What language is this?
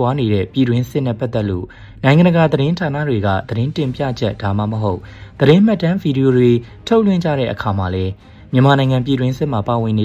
Burmese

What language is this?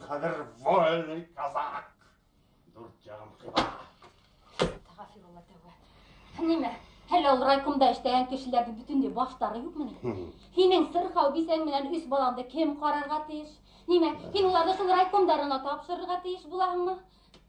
Bashkir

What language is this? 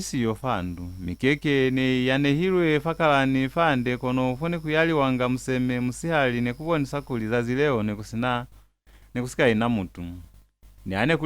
Lozi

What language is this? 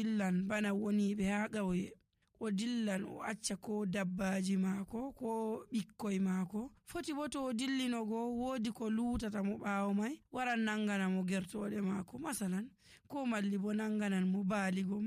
Nigerian Fulfulde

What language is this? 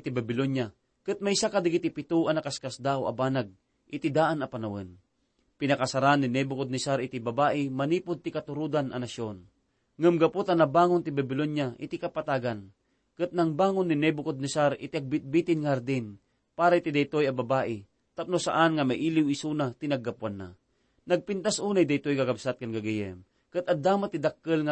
Iloko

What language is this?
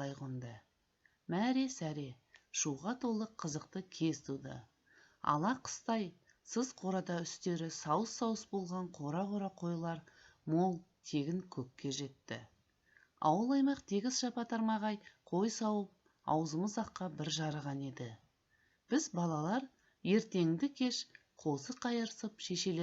Kazakh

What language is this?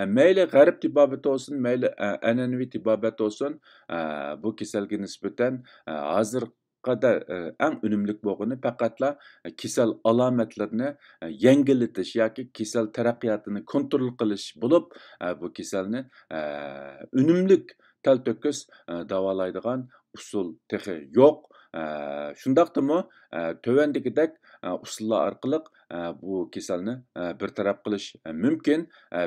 Uyghur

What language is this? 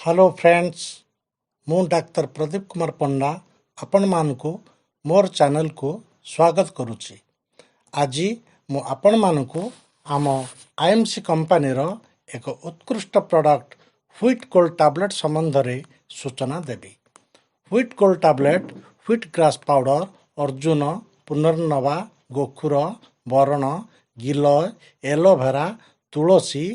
Odia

